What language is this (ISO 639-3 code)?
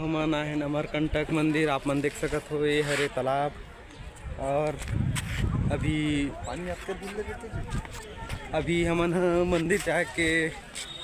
hne